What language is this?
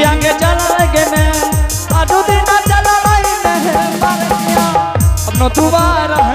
Angika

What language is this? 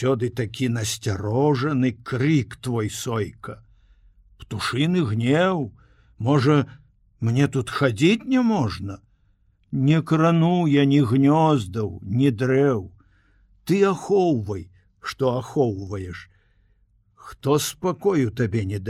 Belarusian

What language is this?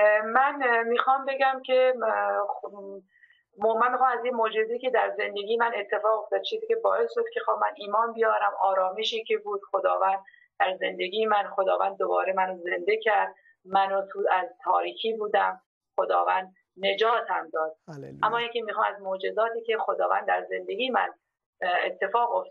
Persian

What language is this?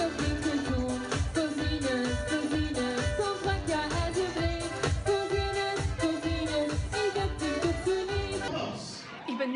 Limburgish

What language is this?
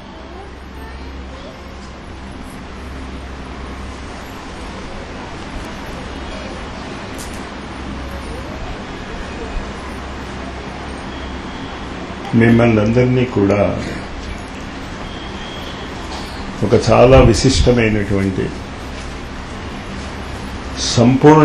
Telugu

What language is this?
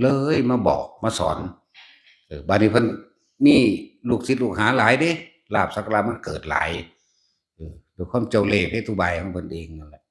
Northeastern Thai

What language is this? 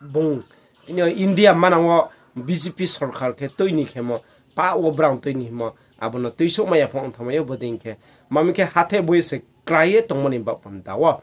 Riang (India)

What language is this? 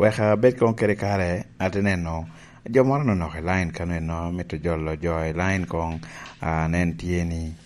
Lango (Uganda)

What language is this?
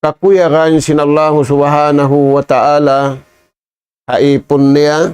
Tausug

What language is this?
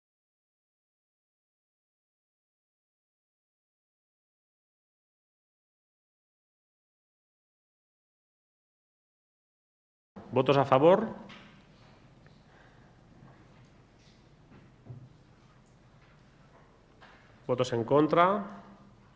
Spanish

